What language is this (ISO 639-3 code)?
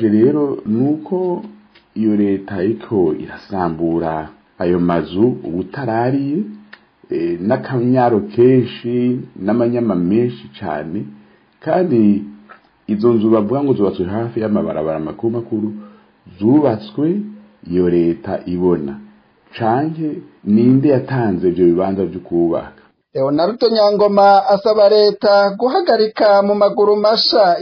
run